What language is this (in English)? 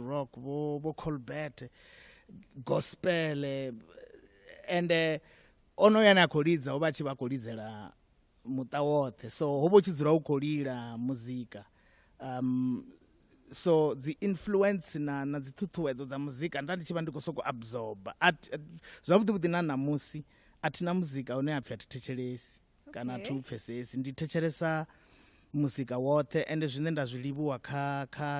Venda